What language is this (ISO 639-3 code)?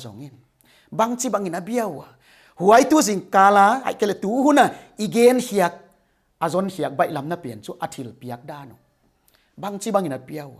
pck